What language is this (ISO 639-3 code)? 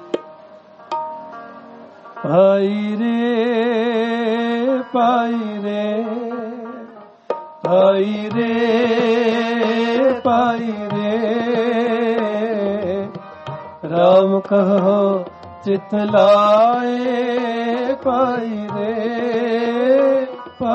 pan